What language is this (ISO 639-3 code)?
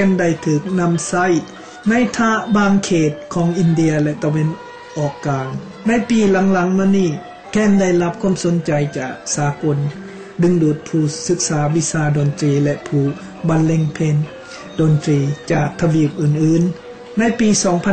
tha